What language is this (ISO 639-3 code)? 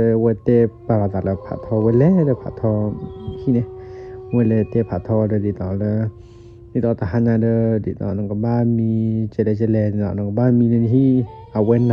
ksw